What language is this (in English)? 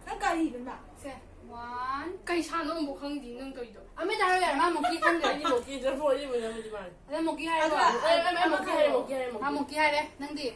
Manipuri